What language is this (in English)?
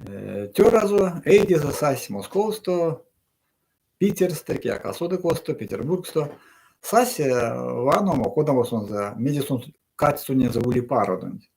Erzya